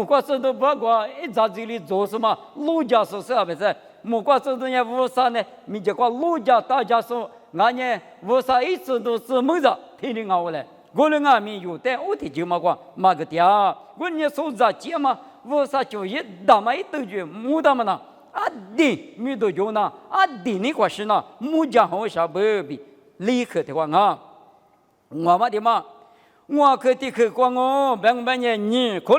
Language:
Lisu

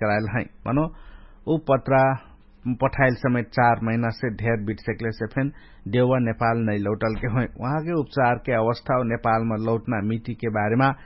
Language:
Dangaura Tharu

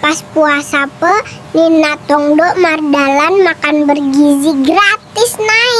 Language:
Batak Toba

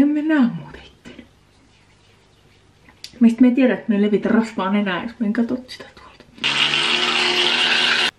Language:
Finnish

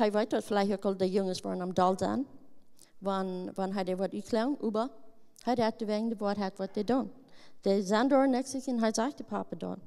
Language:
Plautdietsch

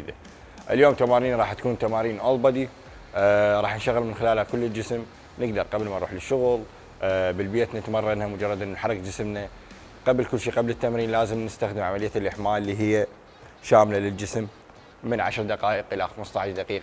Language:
Mesopotamian Arabic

